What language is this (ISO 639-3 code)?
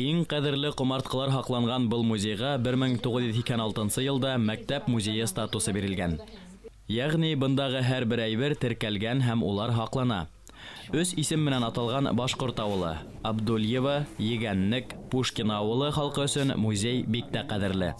bak